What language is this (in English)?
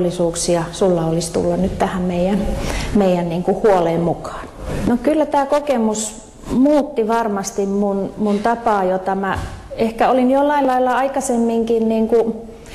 Finnish